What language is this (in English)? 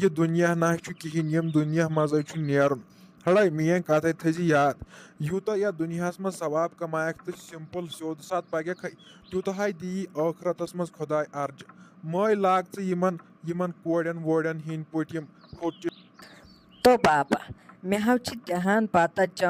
Kashmiri